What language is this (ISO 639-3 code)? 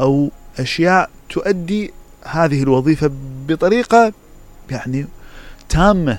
acm